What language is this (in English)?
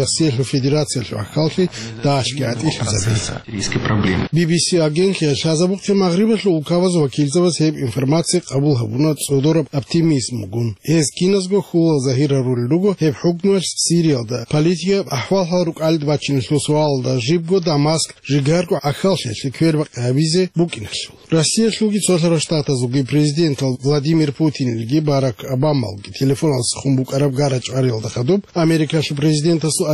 Avaric